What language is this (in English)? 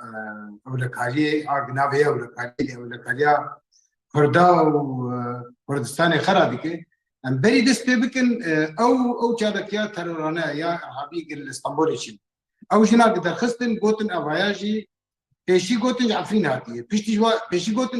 Kurdish